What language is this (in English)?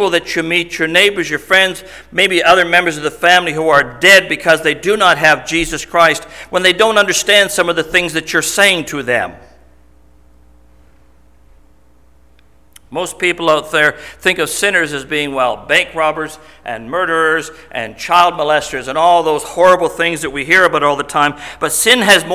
English